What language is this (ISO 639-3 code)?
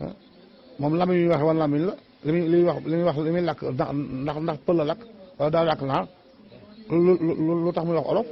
wol